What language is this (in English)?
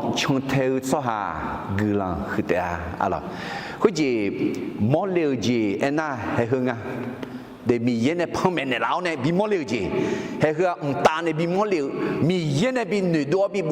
Akha